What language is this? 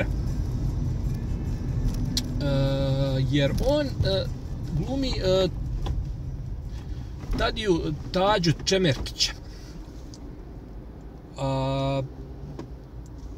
Bosnian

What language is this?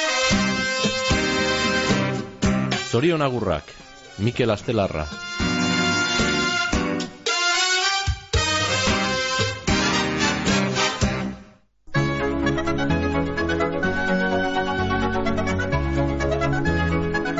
Basque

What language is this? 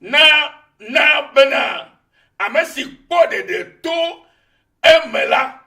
Ewe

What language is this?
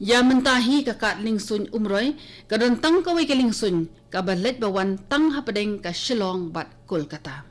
Khasi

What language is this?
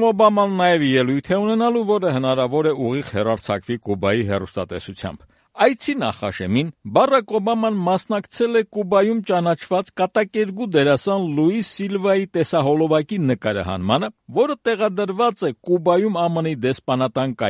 Armenian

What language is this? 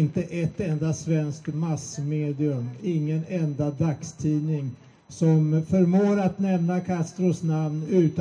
Swedish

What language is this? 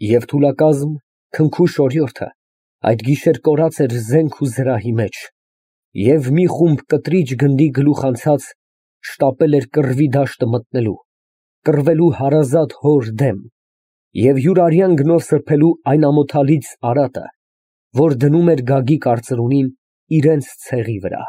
Armenian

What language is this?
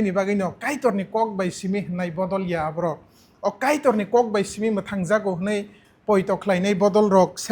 Kok Borok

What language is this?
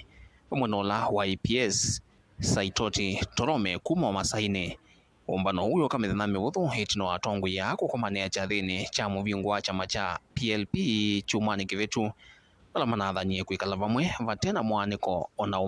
Kamba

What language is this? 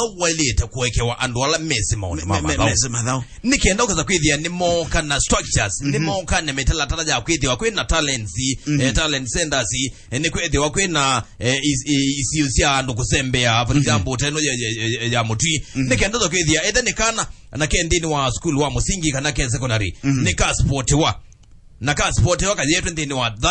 Kamba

